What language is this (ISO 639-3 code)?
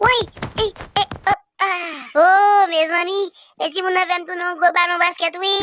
hat